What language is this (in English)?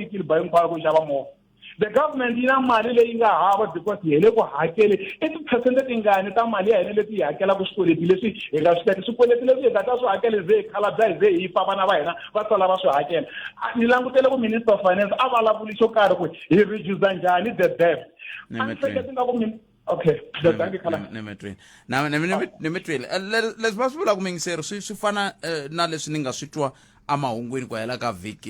Tsonga